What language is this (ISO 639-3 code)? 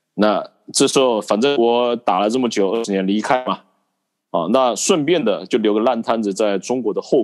zho